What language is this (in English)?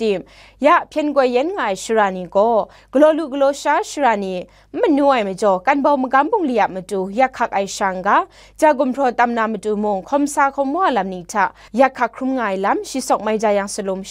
Kachin